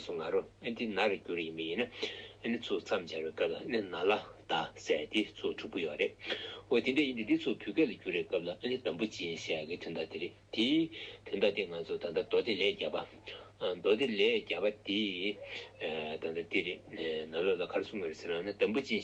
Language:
Tibetan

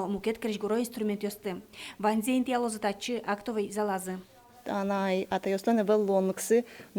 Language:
Udmurt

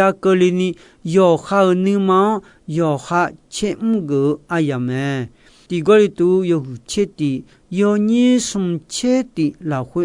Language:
Akha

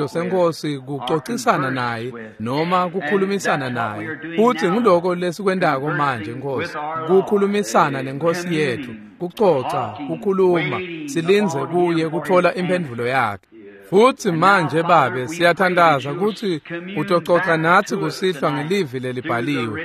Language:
Swati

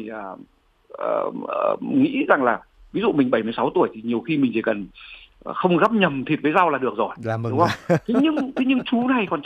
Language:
Vietnamese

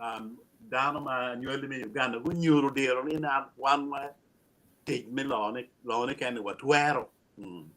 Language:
Acoli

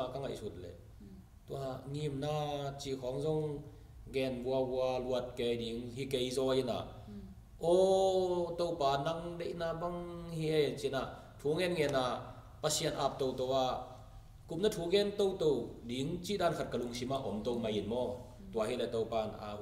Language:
Tedim Chin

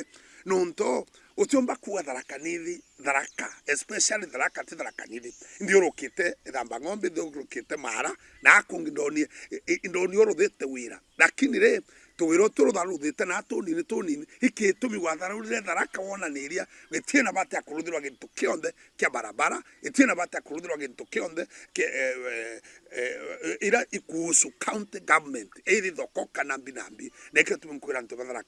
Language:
Meru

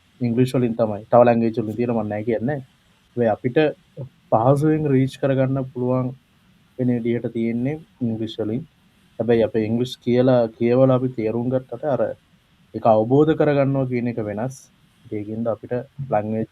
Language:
Sinhala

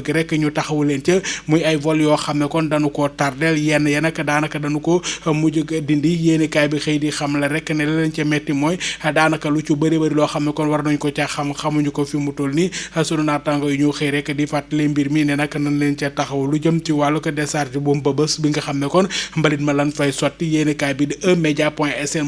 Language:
Wolof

